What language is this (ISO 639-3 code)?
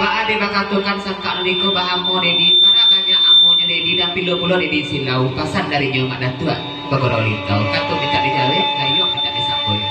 min